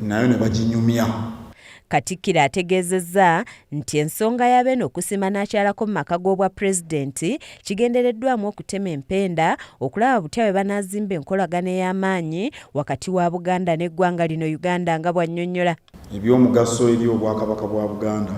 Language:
Ganda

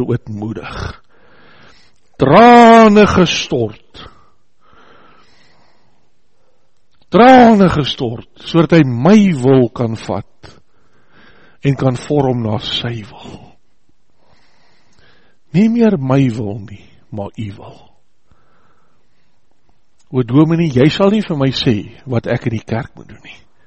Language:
Afrikaans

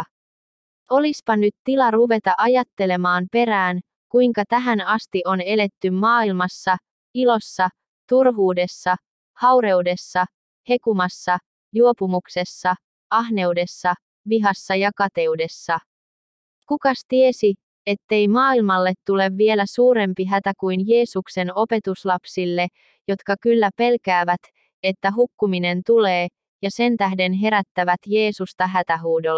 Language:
Finnish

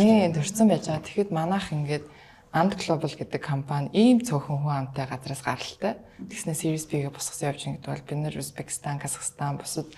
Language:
Mongolian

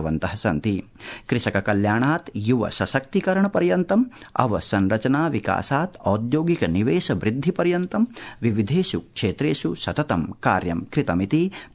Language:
Sanskrit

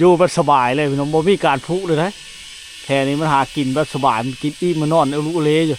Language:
Lao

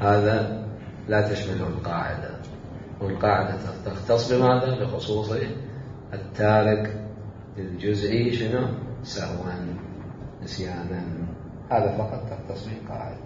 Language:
Mesopotamian Arabic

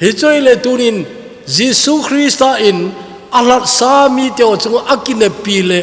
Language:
Thado Chin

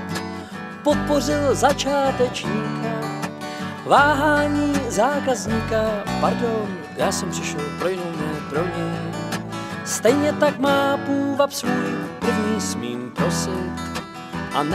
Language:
Czech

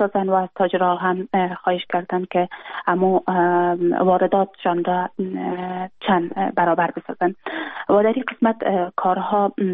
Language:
Persian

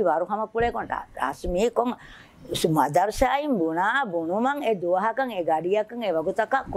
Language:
Divehi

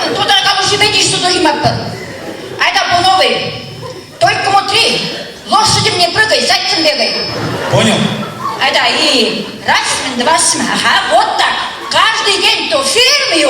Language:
Chuvash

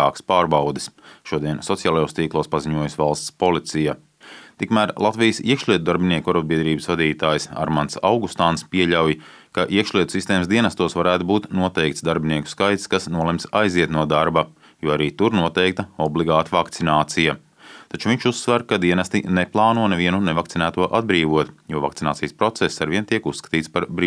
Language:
Latvian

